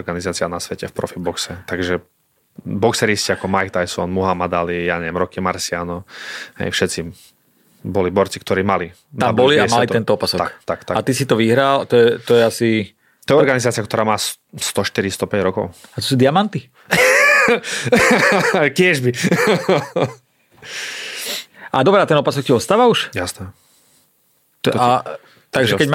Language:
Slovak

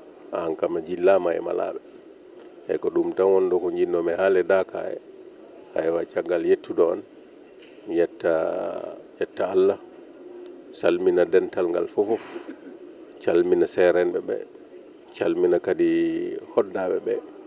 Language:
Fula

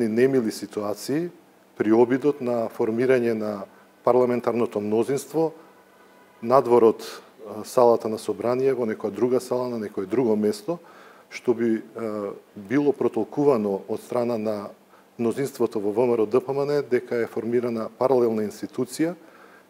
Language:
Macedonian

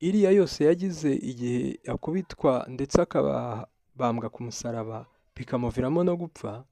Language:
Kinyarwanda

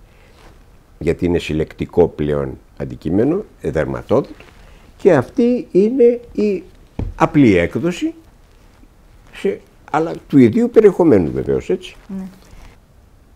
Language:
Greek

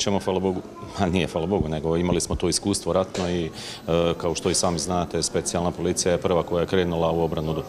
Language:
Croatian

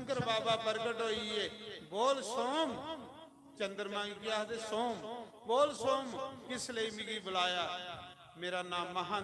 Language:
Dogri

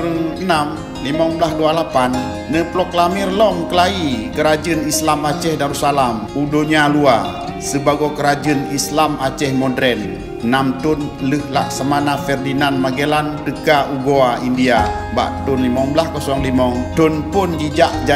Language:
Achinese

